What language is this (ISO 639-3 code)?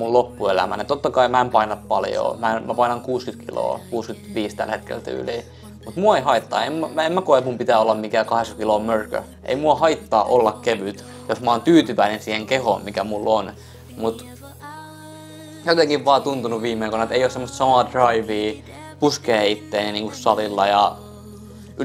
fin